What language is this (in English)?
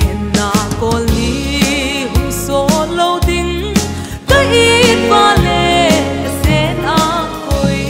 Hmar